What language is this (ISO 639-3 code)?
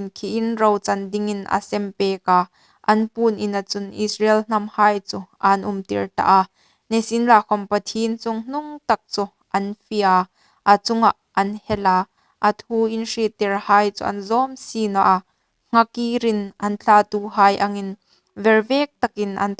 hmr